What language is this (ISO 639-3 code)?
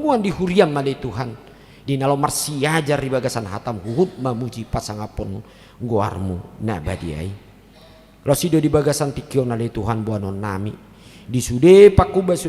bbc